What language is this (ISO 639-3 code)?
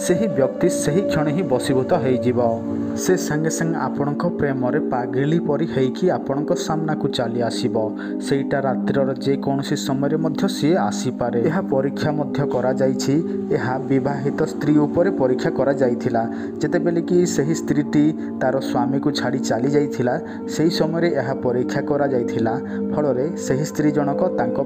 ori